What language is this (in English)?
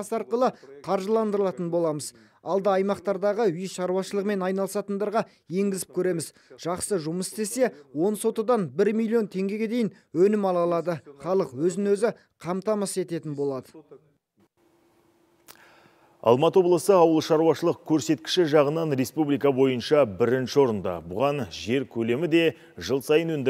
Kazakh